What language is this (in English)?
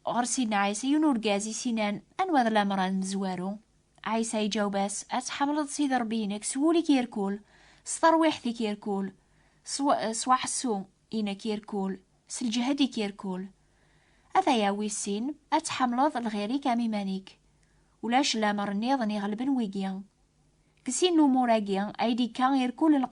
Kabyle